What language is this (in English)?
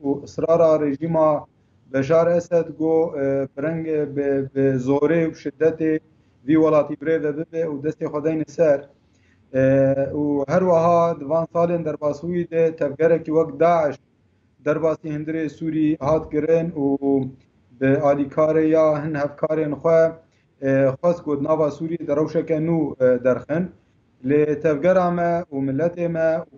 Kurdish